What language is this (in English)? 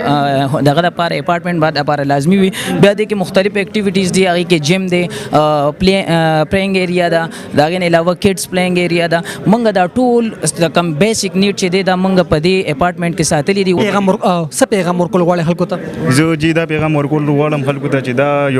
Pashto